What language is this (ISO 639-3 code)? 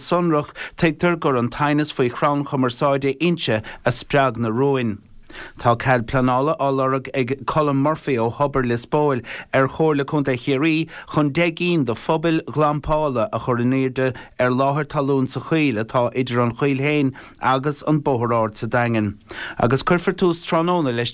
gle